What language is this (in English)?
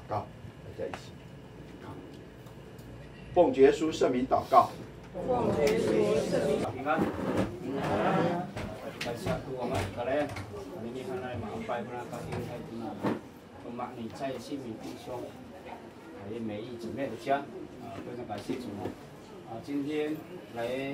Chinese